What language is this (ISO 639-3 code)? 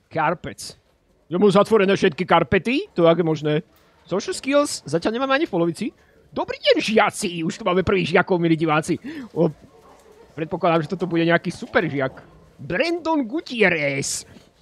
slk